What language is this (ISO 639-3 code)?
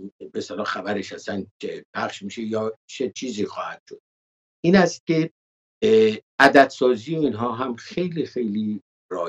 fas